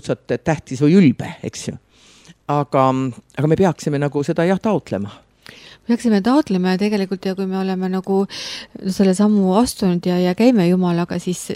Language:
Estonian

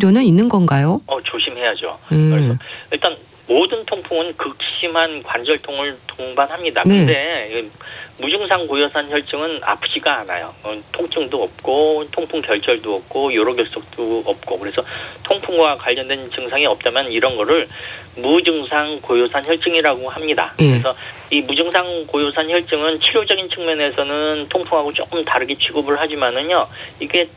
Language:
Korean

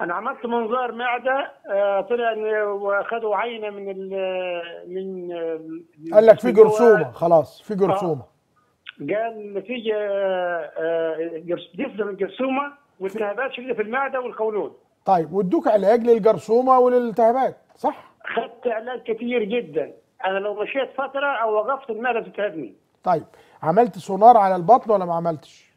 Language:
Egyptian Arabic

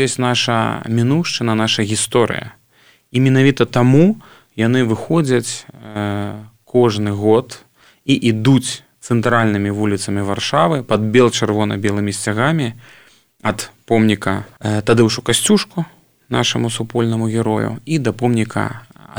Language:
Belarusian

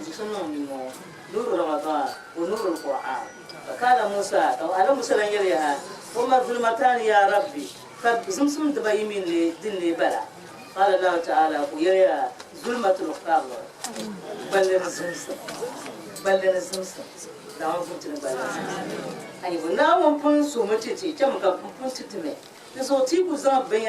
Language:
Dagbani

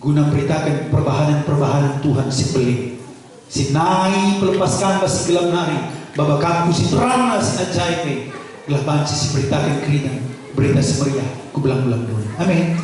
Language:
Batak Karo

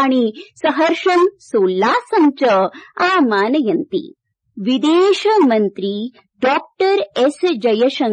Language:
Sanskrit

